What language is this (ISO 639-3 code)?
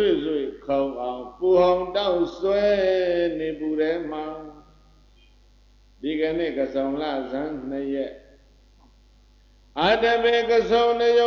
mya